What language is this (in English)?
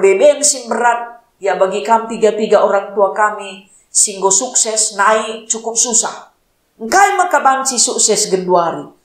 Batak Karo